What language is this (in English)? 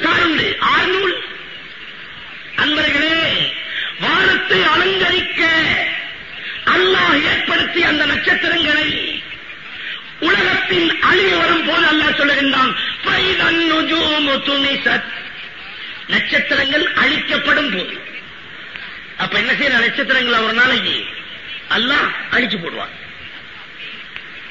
Tamil